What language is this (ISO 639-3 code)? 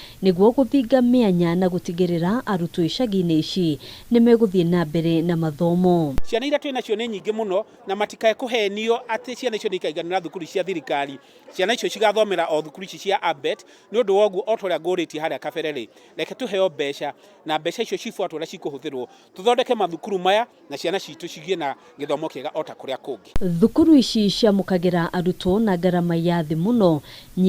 kik